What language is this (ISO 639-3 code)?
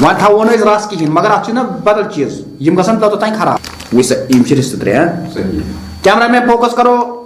kas